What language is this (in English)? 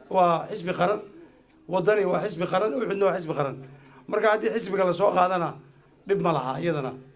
Somali